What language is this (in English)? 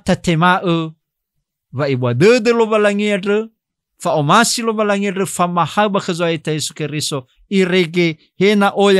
Nias